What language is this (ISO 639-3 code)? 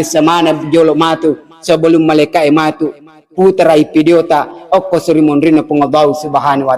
bug